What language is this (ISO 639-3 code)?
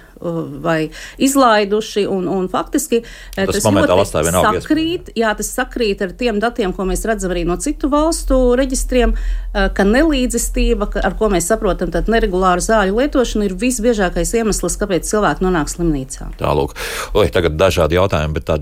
lav